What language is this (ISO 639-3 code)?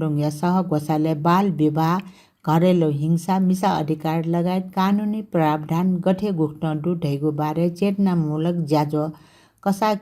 new